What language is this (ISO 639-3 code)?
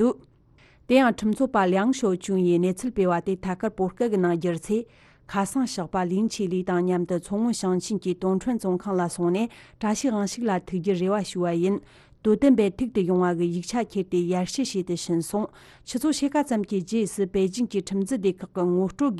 bod